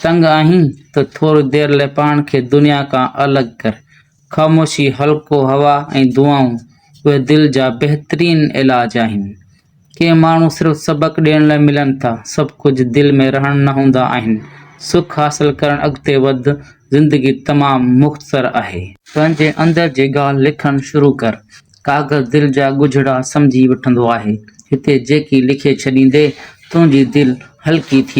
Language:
Sindhi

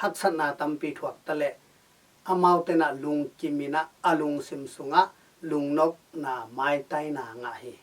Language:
Tedim Chin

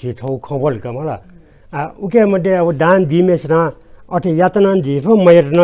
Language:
Newari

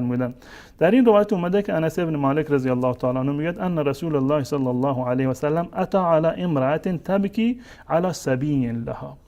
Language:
Persian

